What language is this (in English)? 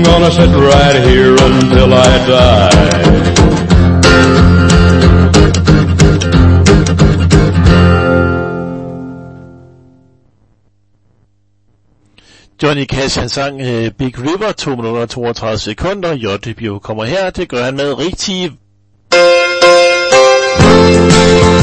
Danish